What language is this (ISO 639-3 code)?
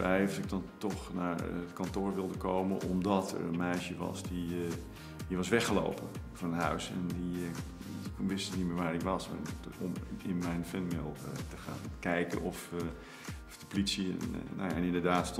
nld